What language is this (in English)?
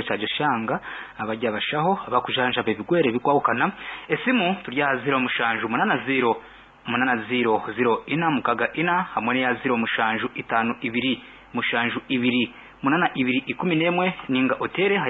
Nyankole